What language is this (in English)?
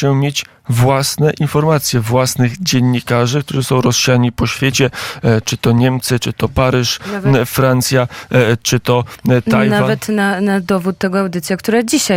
Polish